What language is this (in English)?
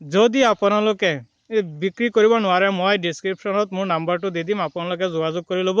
Assamese